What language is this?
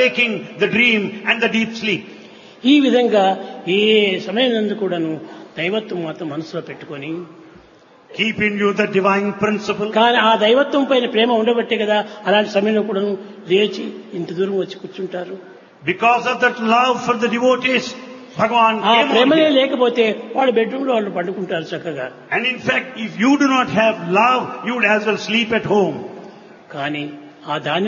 Telugu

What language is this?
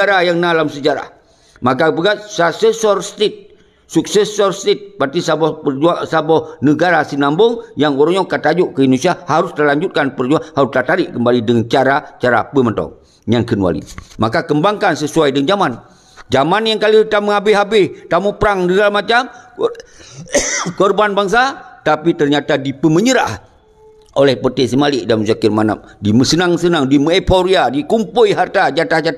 Achinese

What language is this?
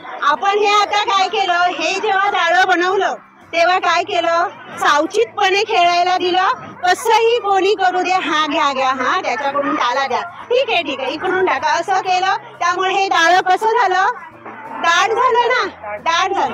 Marathi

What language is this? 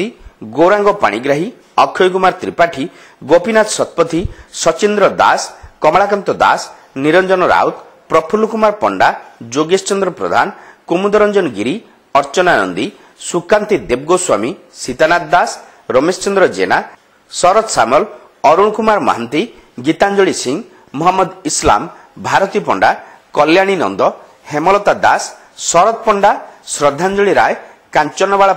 Odia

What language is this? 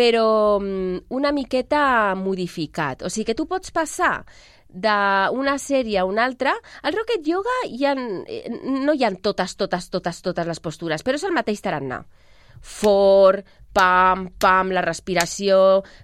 Catalan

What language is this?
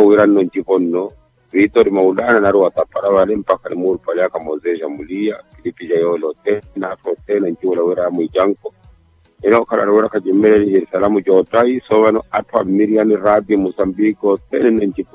Makhuwa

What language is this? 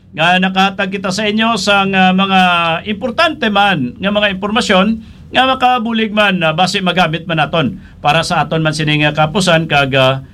Hiligaynon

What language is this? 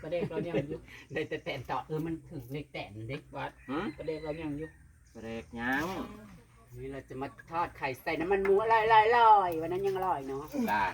Northeastern Thai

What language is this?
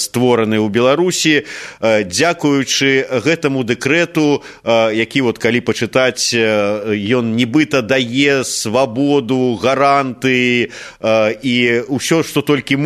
Belarusian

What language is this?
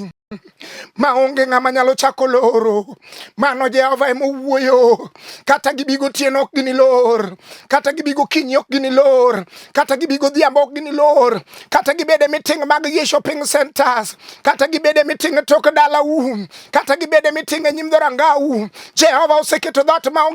Luo (Kenya and Tanzania)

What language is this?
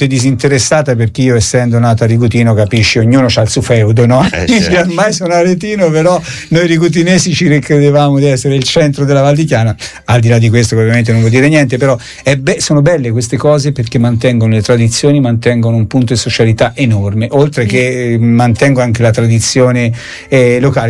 Italian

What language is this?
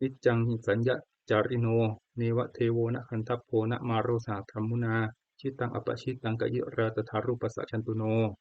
Pali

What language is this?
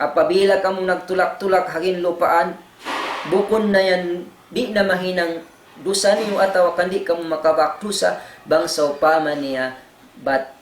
Tausug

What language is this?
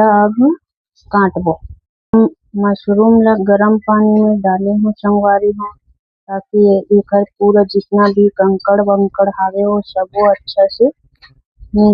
Chhattisgarhi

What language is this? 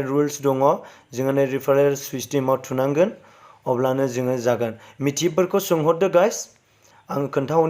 Bodo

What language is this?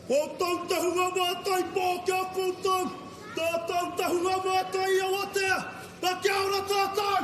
Māori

